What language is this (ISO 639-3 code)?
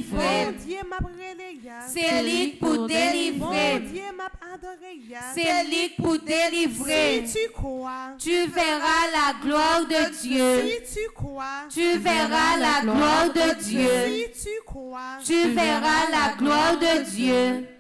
fra